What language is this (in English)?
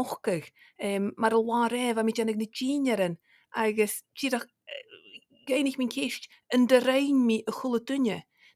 Scottish Gaelic